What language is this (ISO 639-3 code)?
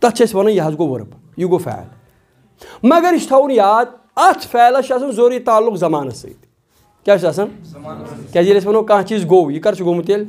kas